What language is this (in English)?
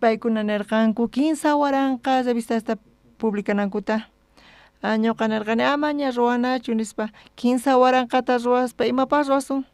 South Bolivian Quechua